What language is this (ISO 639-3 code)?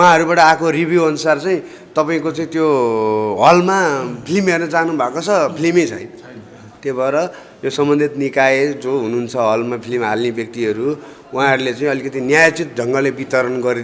nep